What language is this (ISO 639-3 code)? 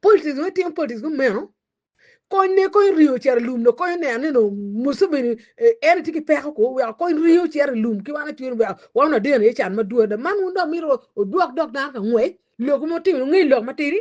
ach